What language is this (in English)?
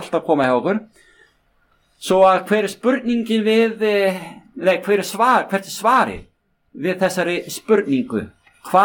Icelandic